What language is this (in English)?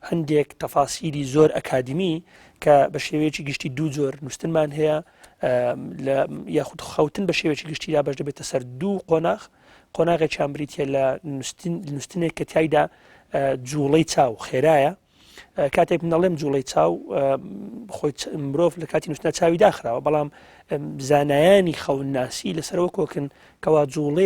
Central Kurdish